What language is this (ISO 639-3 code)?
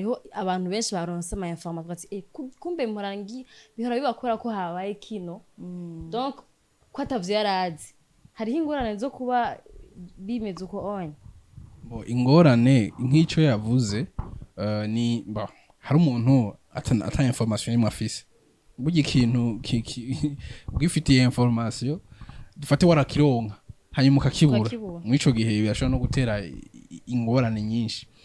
run